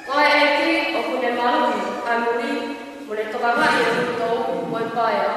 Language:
Tongan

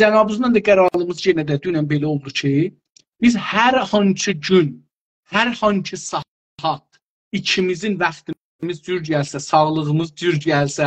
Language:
South Azerbaijani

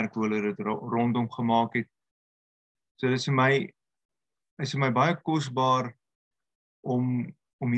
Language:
Afrikaans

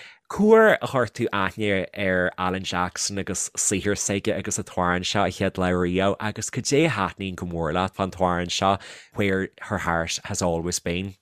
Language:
Irish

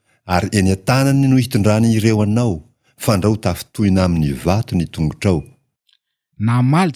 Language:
Malagasy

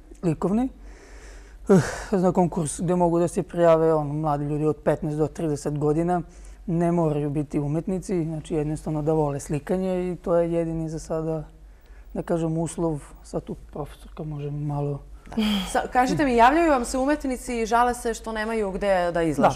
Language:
Serbian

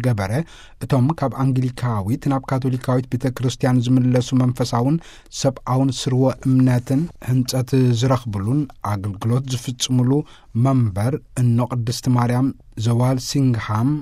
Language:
Tigrinya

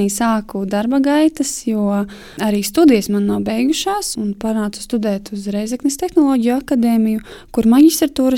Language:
Latvian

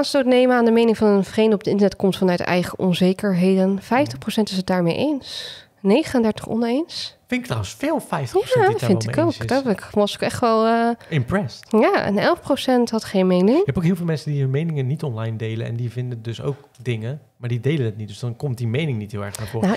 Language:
Dutch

